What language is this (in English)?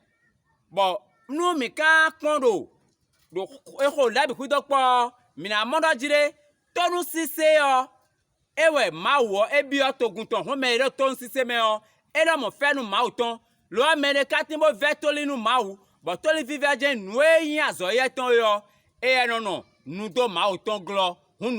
Fon